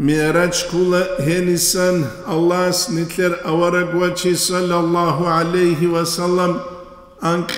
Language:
Avaric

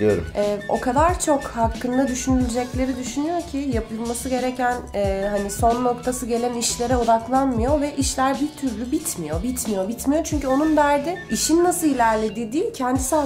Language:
Turkish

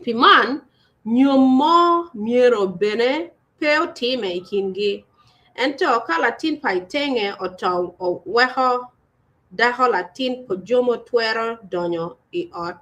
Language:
Acoli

